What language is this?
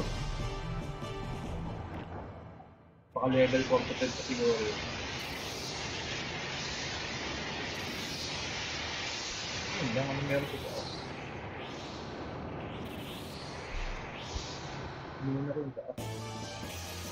Filipino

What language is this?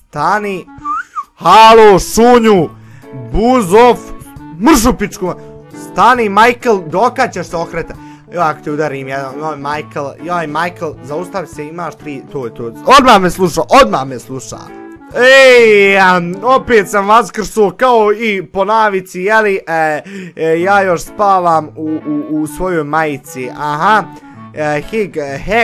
Bosnian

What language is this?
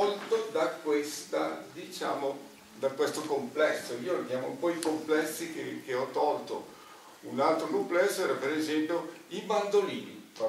Italian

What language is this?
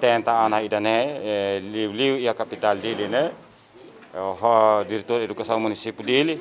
Tetum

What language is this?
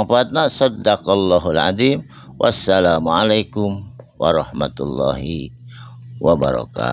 Sundanese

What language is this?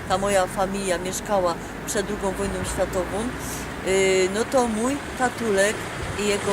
Silesian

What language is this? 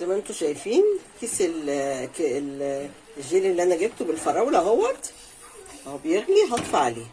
Egyptian Arabic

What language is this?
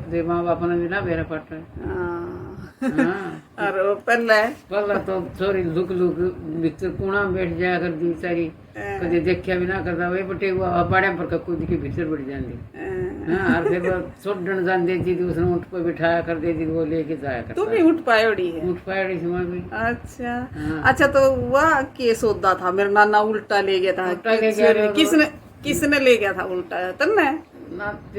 Haryanvi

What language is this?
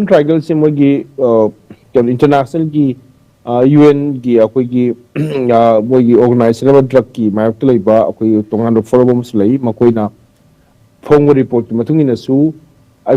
Manipuri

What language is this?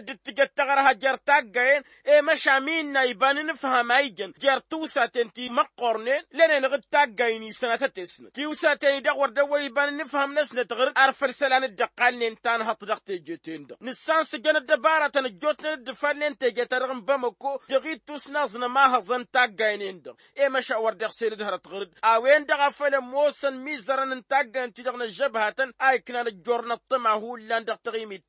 Tamasheq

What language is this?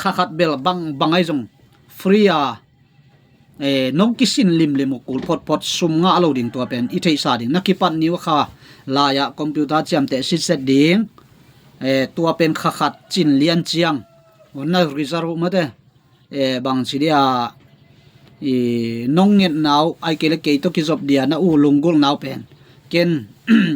Tedim Chin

